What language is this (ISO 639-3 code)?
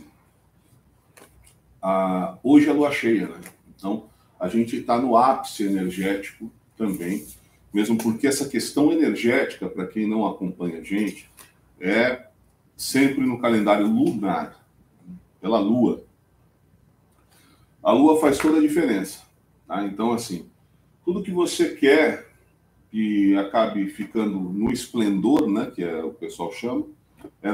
por